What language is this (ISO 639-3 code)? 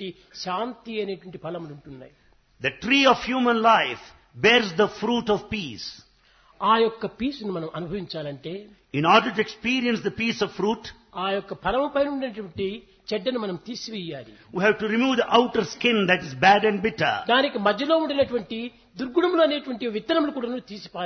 tel